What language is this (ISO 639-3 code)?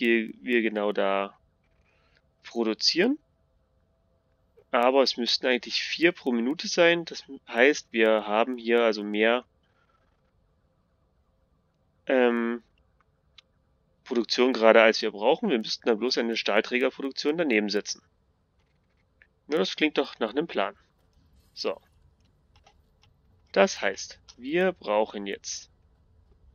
deu